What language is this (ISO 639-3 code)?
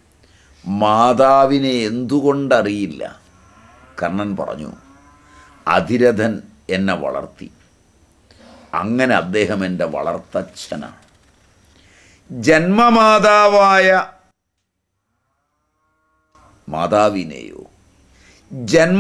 mal